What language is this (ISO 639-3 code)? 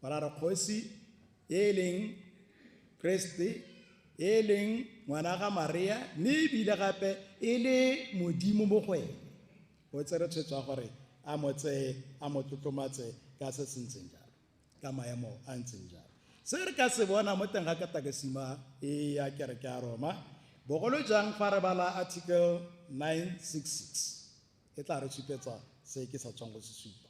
tsn